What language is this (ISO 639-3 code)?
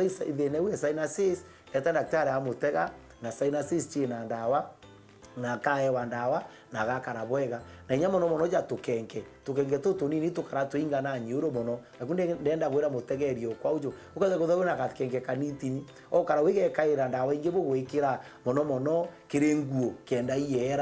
mer